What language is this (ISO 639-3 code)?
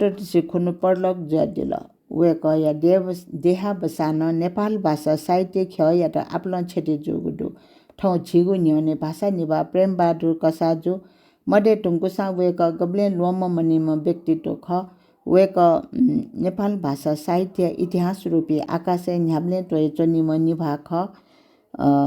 new